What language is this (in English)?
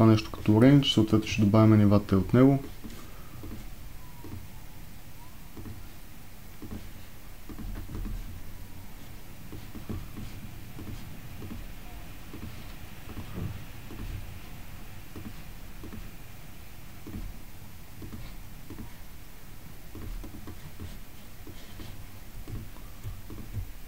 Bulgarian